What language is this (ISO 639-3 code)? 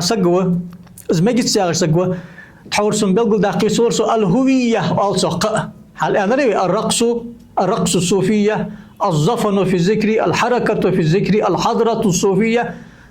inh